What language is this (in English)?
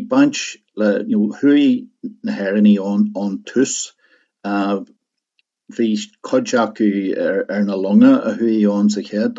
Irish